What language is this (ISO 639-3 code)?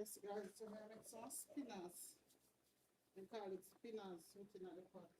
jam